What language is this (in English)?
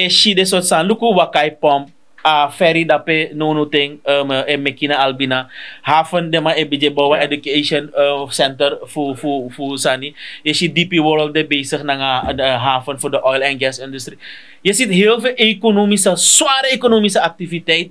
Sranan Tongo